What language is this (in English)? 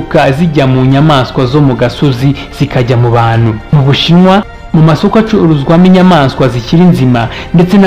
Kinyarwanda